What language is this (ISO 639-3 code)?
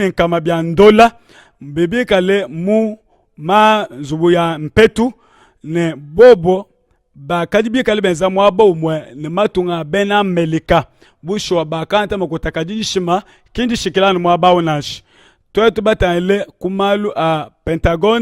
lua